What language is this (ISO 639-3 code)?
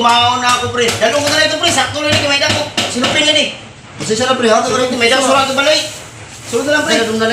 war